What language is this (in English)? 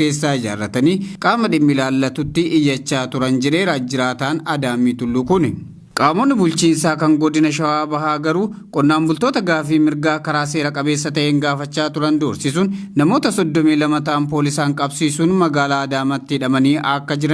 Oromo